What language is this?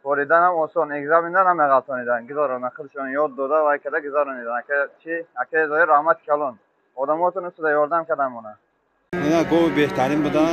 Tajik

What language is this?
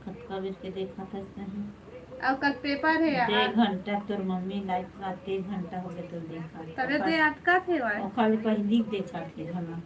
Chhattisgarhi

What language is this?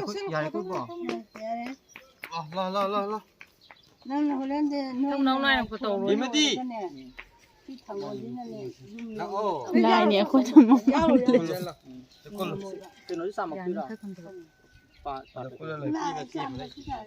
Manipuri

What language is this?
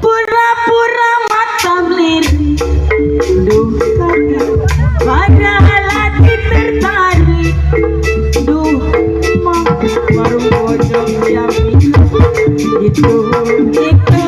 Betawi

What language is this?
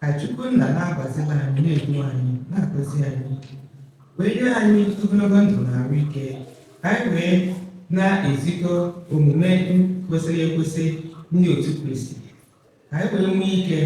Igbo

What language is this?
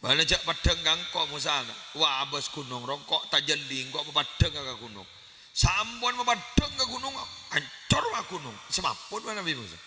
Madurese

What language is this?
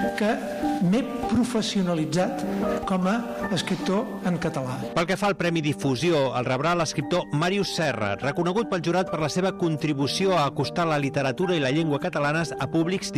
Catalan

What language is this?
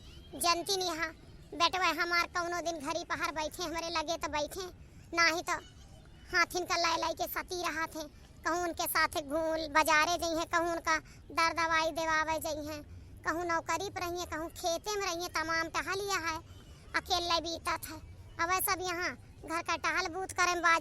Awadhi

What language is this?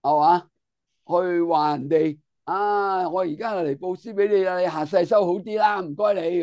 Cantonese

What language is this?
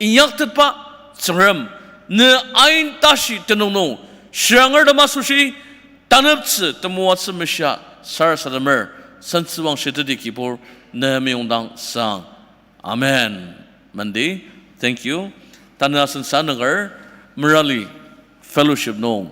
Ao Naga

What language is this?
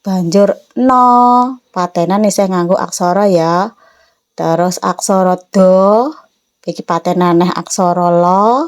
Javanese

